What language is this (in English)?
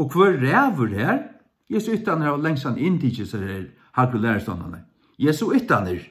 Faroese